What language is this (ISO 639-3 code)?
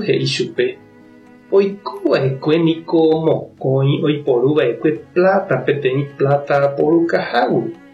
grn